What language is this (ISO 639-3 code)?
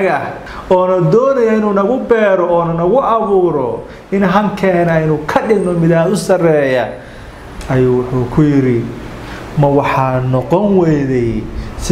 som